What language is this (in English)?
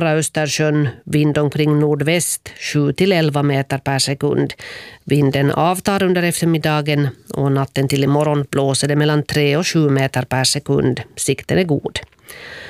Swedish